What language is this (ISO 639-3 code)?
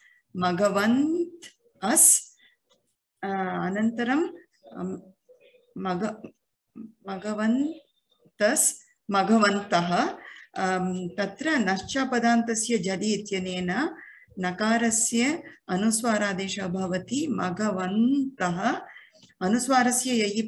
san